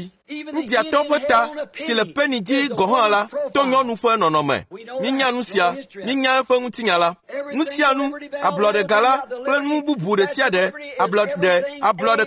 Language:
Ewe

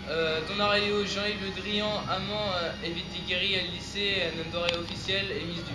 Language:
Breton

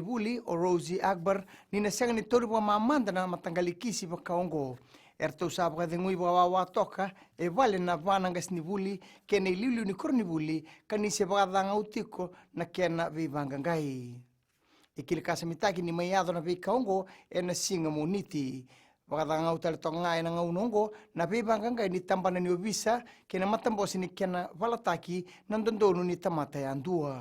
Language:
Fijian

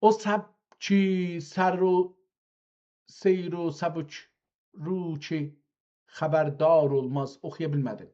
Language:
South Azerbaijani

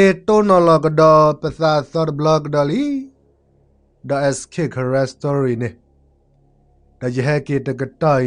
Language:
S'gaw Karen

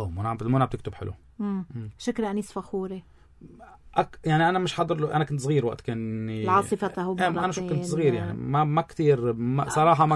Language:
North Levantine Arabic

